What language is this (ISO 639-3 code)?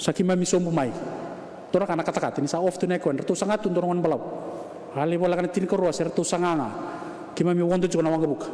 fij